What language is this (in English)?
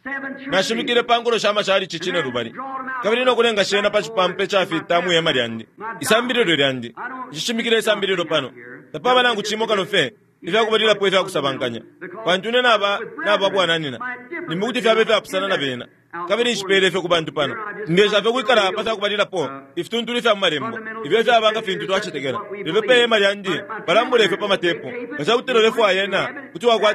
Bemba